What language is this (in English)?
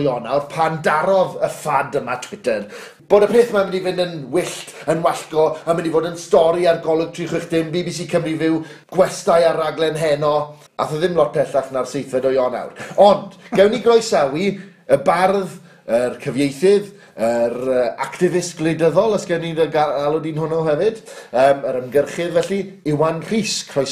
Welsh